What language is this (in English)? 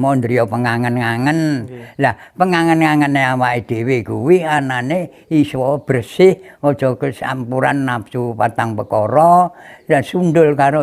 Javanese